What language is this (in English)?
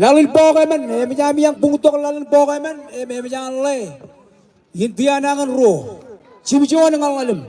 Marshallese